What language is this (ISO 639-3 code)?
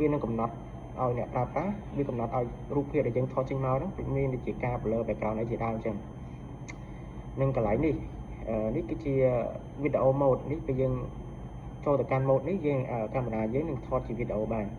khm